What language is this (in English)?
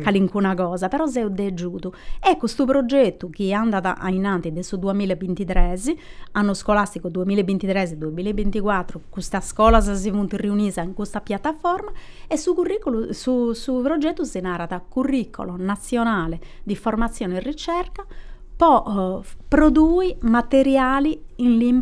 Sardinian